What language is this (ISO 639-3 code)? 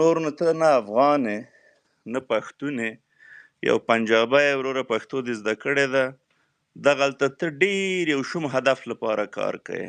pus